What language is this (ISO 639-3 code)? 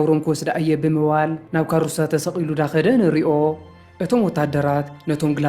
tir